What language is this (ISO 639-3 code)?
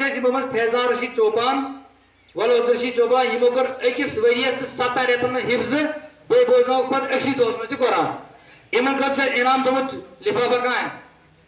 kas